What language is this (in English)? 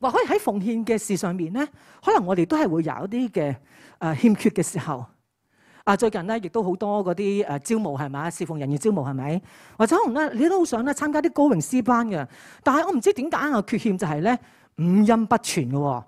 Cantonese